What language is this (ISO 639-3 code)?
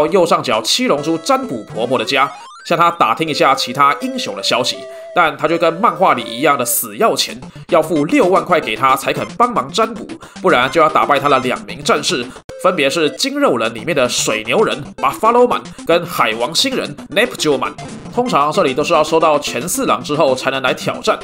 zho